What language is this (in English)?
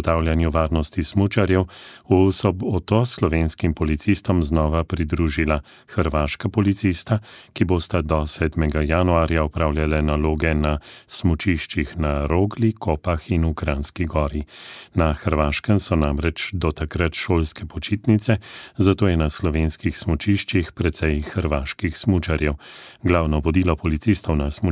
Slovenian